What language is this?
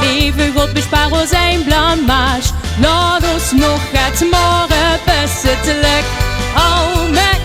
Limburgish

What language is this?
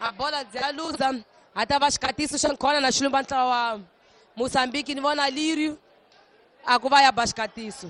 Tsonga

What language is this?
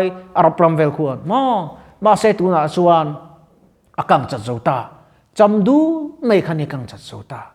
Mizo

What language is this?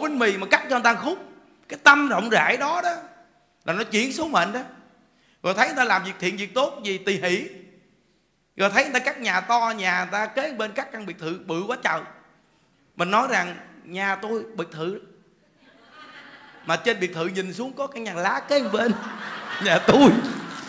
Vietnamese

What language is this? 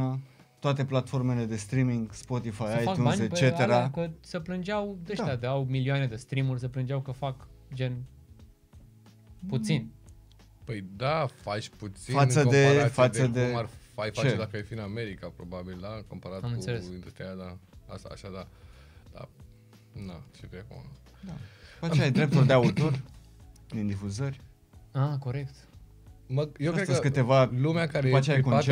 Romanian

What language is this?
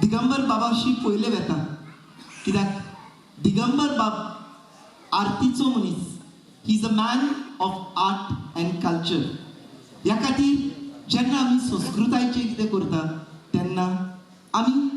Konkani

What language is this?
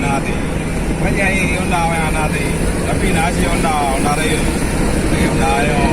Achinese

